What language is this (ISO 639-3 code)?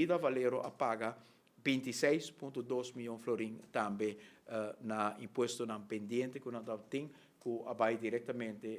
pap